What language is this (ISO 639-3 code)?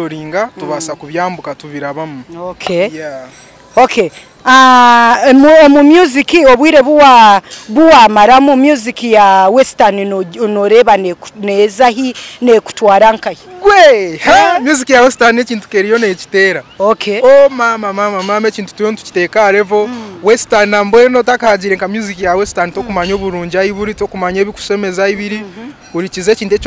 nyn